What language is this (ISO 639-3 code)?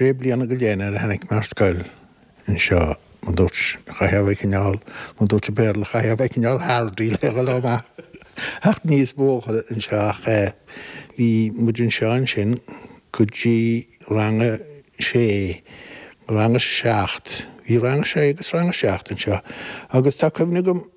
gle